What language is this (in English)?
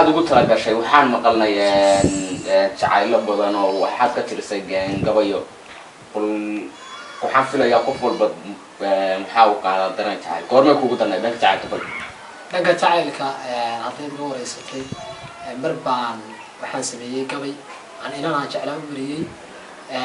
Somali